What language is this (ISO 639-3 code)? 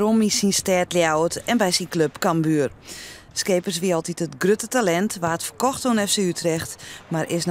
fry